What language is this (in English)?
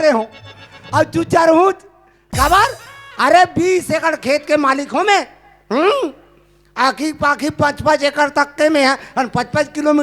Chhattisgarhi